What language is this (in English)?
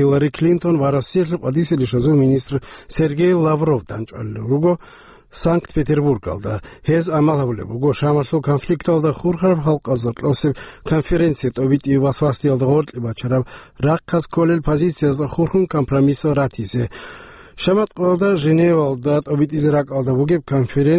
Avaric